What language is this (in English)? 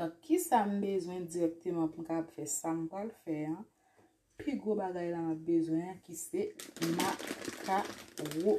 Haitian Creole